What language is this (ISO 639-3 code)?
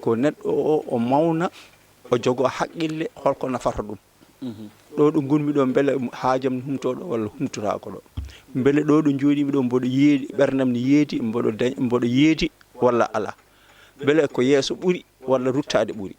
ful